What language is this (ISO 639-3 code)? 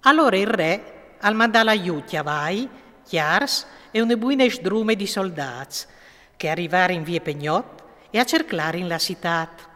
fur